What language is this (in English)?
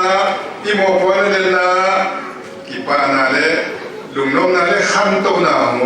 Paite Chin